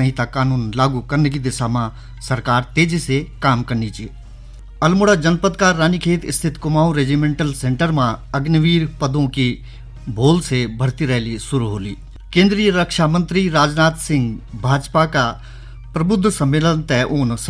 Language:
Garhwali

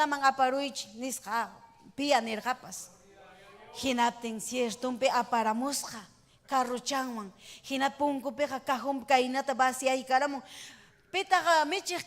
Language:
Ayacucho Quechua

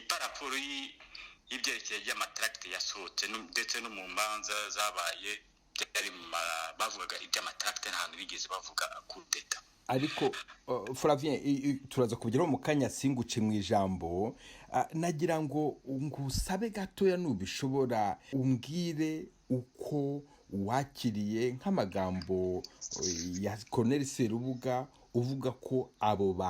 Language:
Kinyarwanda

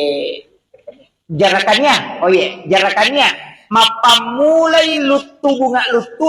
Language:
Buginese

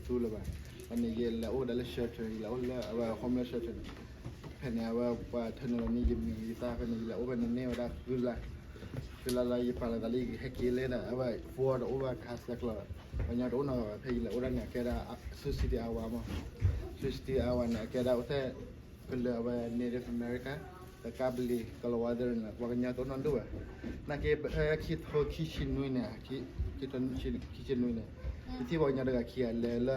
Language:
S'gaw Karen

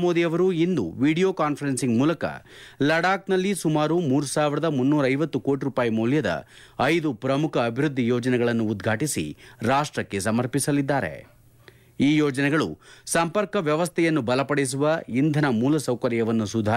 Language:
Kannada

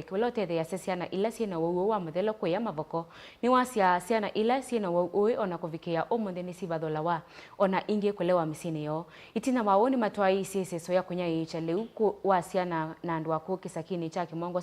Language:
Kamba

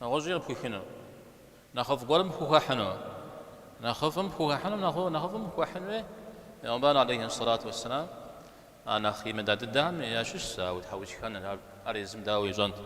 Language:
Kabardian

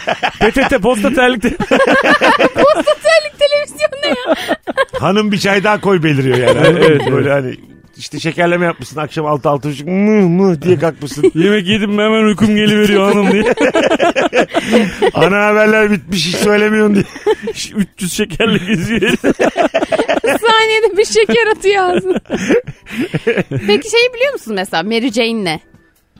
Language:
Turkish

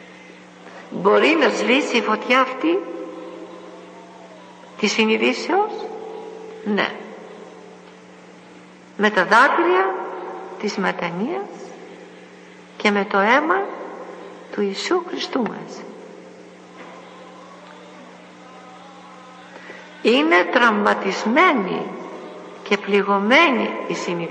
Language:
Greek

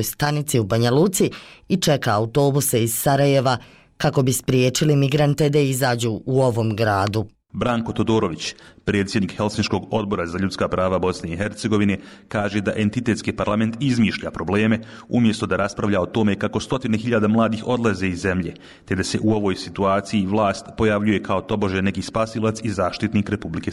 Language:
Bosnian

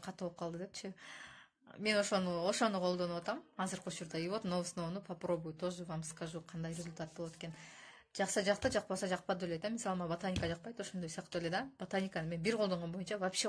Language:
Kyrgyz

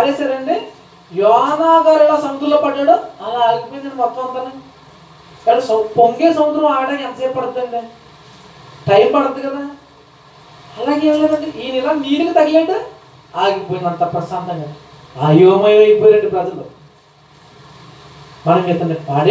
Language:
Telugu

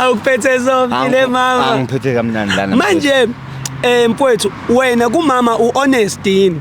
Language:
Zulu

